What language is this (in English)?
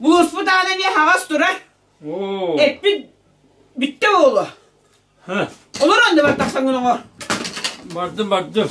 Yakut